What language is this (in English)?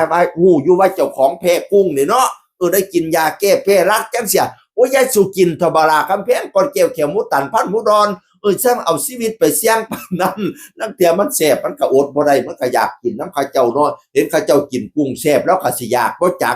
Northeastern Thai